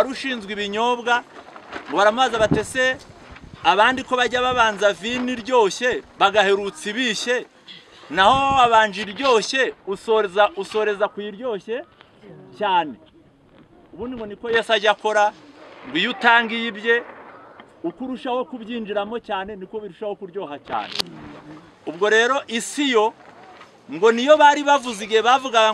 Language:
Kinyarwanda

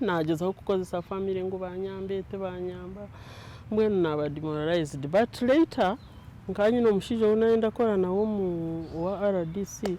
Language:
Nyankole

